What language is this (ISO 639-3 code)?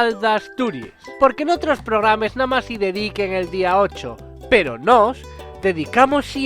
ast